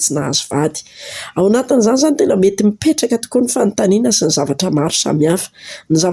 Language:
Malagasy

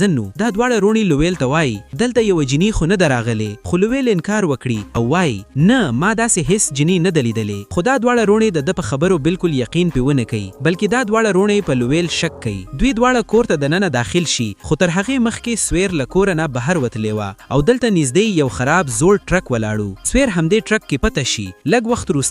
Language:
Pashto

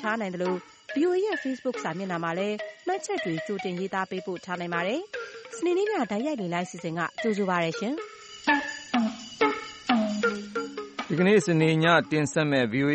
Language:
Burmese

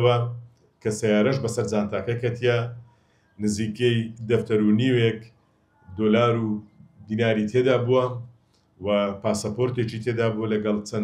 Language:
Central Kurdish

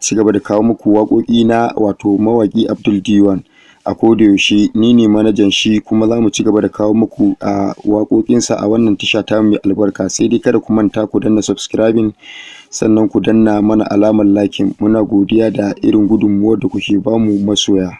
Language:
Hausa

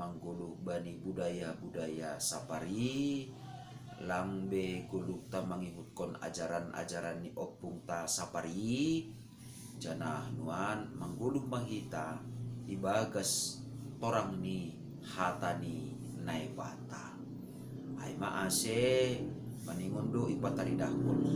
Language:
Batak Simalungun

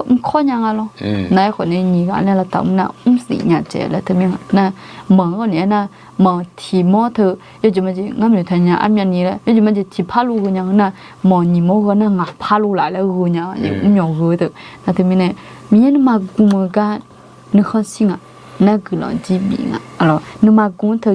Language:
Akha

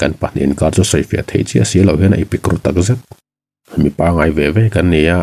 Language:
Mizo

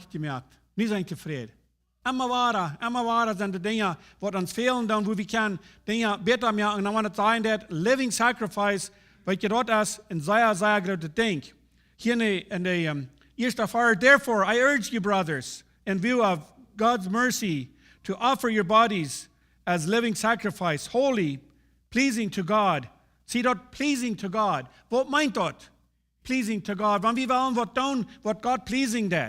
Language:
Plautdietsch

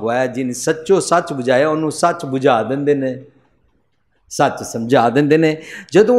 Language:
Punjabi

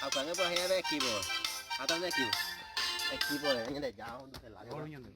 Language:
Guarani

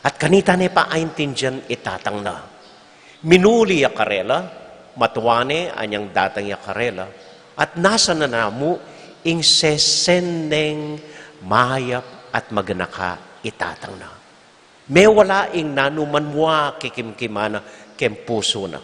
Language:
Pampanga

